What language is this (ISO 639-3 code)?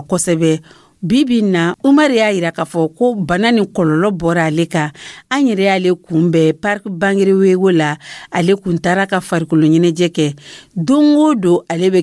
dyu